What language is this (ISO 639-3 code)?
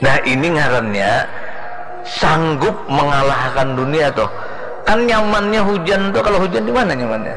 bjn